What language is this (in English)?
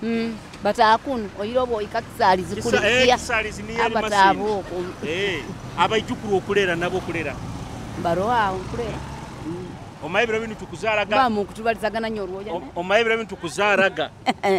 Nyoro